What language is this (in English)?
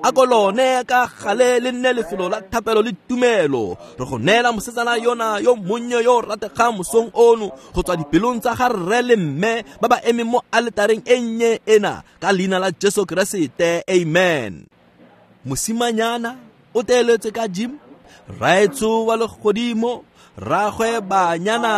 Tswana